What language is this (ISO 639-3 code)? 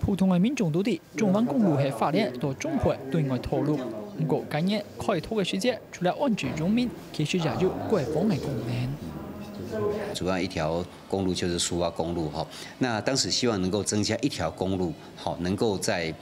hak